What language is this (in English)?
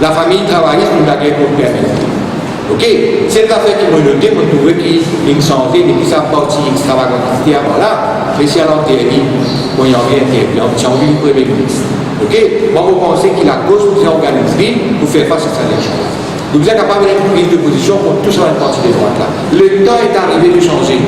Morisyen